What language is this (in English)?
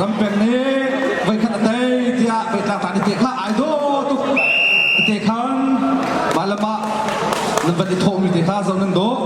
Hakha Chin